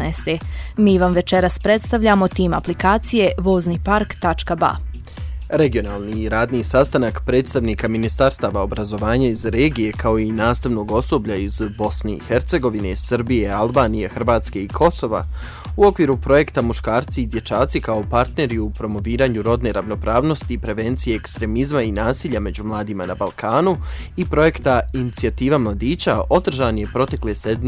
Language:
Bosnian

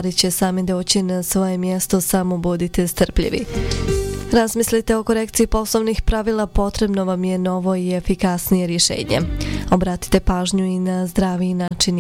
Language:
Bosnian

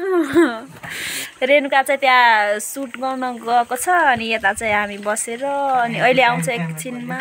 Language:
Nepali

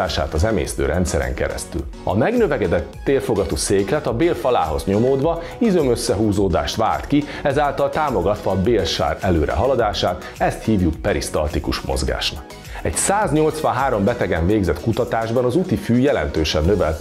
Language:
Hungarian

